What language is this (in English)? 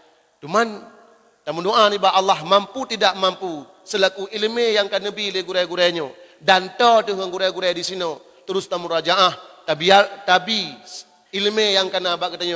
Achinese